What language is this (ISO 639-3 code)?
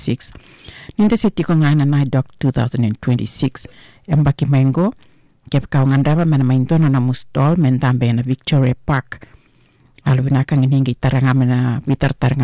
fij